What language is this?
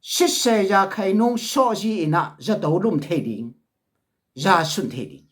Tedim Chin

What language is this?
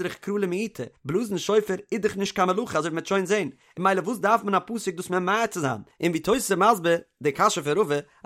Yiddish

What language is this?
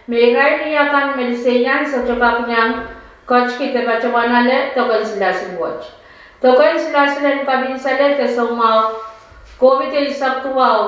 Pohnpeian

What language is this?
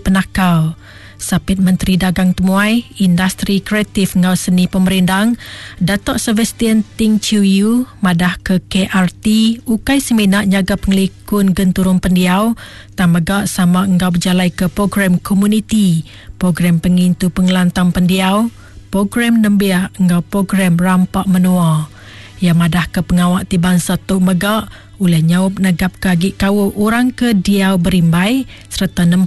Iban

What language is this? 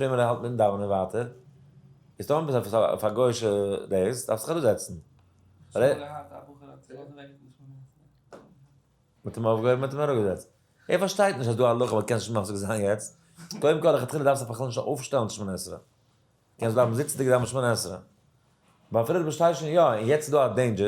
Yiddish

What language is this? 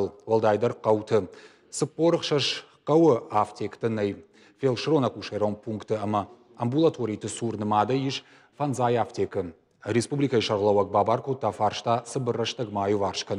Ossetic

